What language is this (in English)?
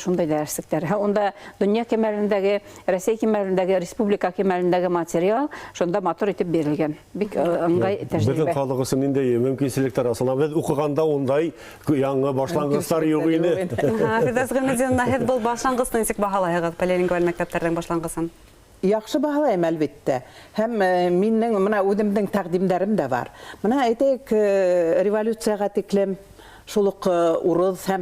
Bashkir